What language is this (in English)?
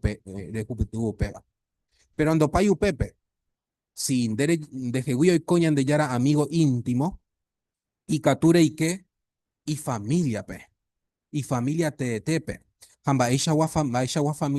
Guarani